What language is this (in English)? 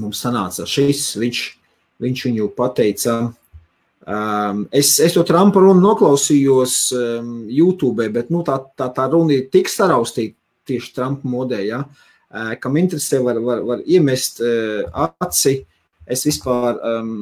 Latvian